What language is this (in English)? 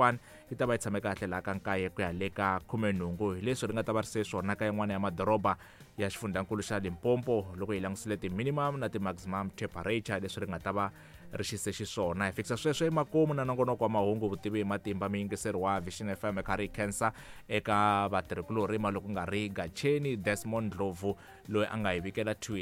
Tsonga